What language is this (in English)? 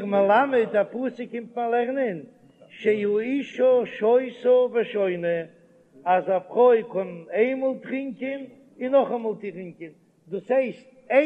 Yiddish